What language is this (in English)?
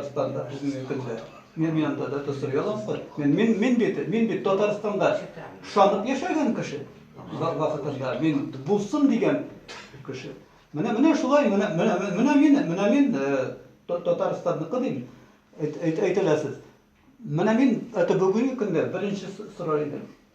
Tatar